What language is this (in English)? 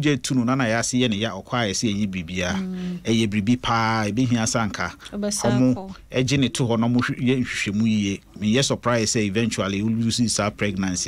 Akan